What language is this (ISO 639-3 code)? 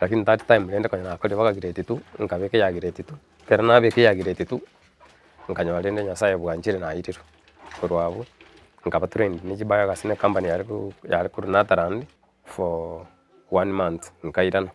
guz